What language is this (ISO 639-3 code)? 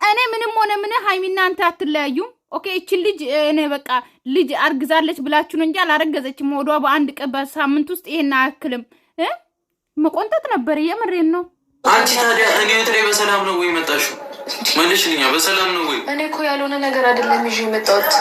amh